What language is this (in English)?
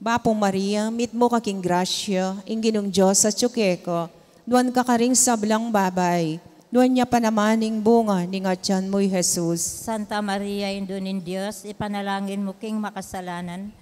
Pampanga